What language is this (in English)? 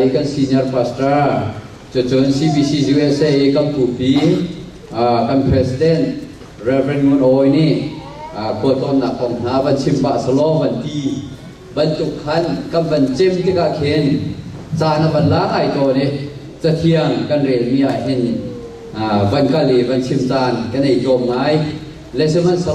Hakha Chin